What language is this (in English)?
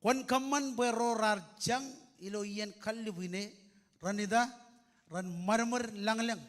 Marshallese